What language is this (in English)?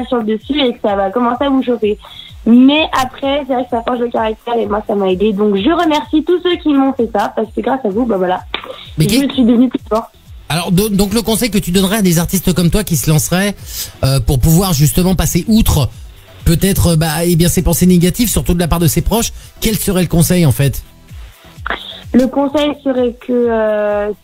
French